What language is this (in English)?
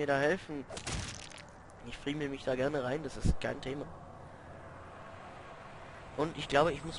German